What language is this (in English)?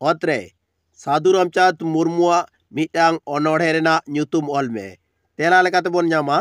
Santali